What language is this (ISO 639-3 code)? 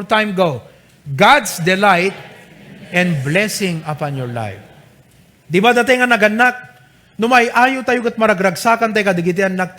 ilo